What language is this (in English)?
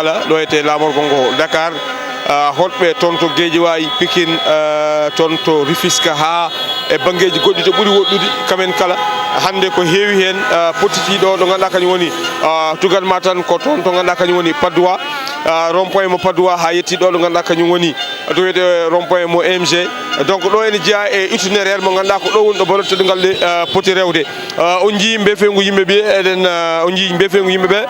Fula